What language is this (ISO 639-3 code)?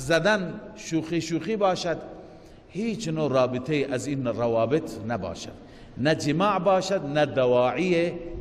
fas